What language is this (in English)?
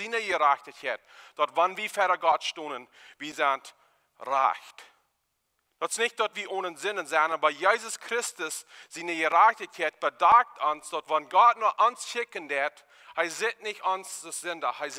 Plautdietsch